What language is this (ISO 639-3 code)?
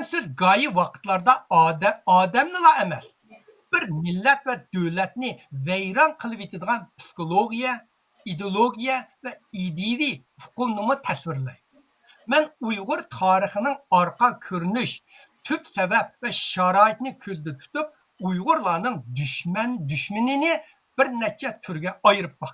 uig